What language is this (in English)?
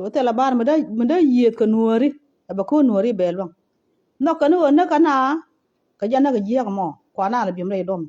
Nuer